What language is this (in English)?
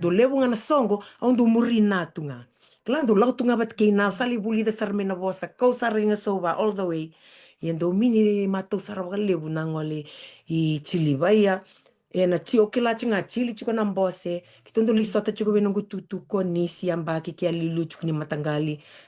Fijian